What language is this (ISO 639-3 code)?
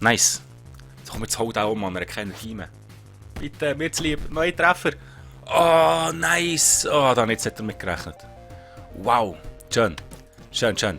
gsw